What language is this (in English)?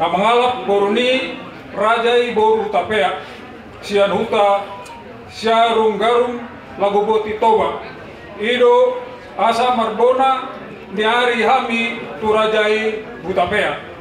Batak Toba